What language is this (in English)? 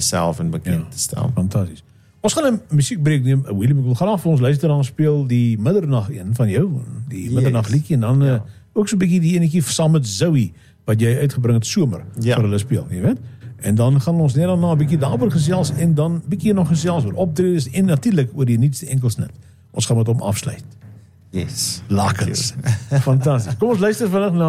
Afrikaans